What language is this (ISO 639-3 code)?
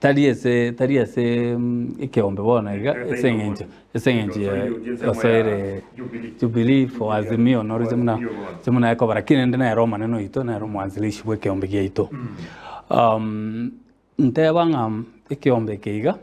guz